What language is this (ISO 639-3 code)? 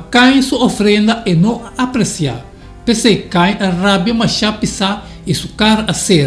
pap